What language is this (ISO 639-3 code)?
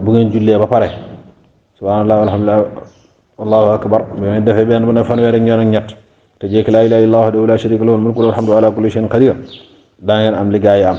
wol